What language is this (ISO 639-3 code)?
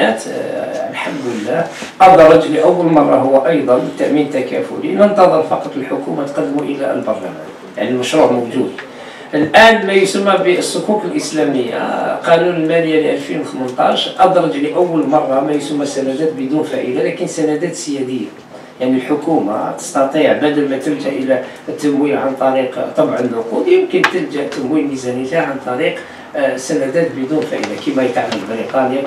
ara